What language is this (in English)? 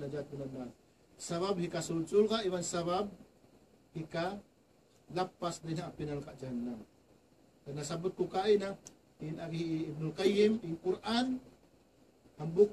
Tausug